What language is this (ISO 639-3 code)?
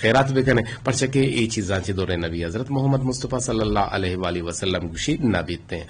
bgp